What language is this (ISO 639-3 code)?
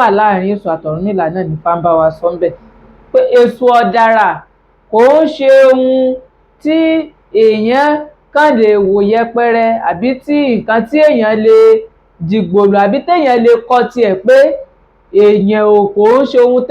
yor